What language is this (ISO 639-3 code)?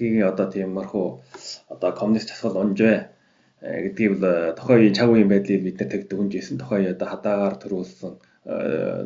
mon